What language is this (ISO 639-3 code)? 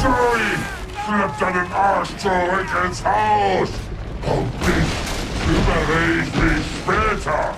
bar